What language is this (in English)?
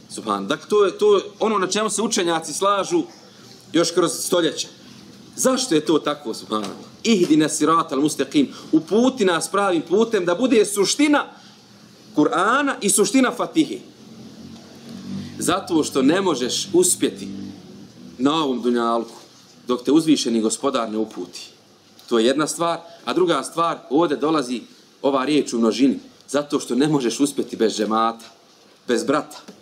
Bosnian